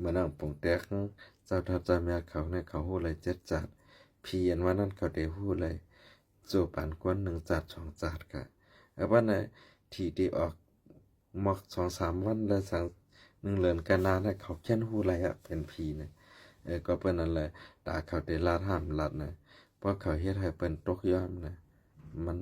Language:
Shan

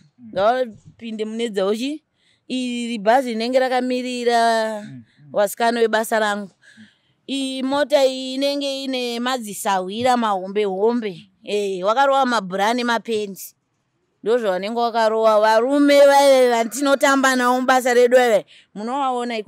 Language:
Shona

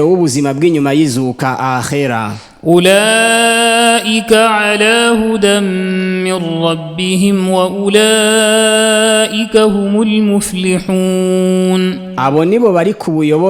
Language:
Rundi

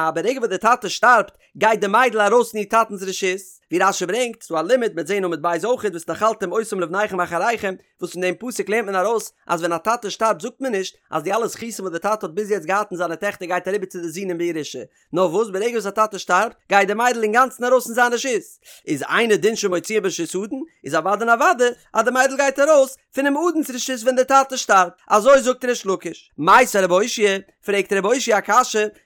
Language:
Yiddish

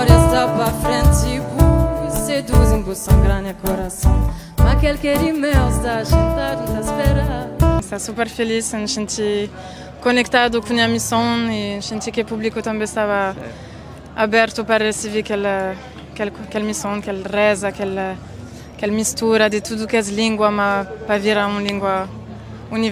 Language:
Kabuverdianu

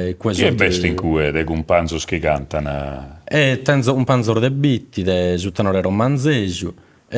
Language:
Sardinian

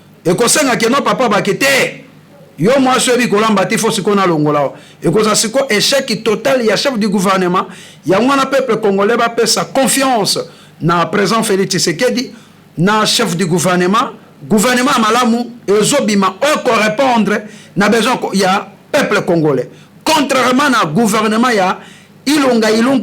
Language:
Lingala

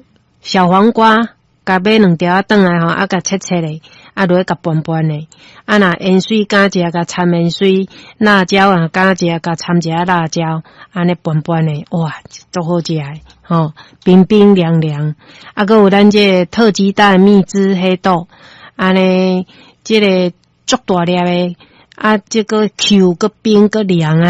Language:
Min Nan Chinese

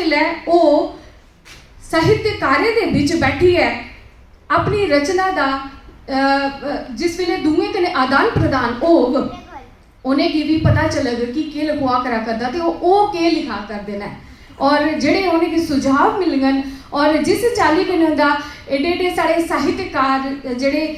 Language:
Dogri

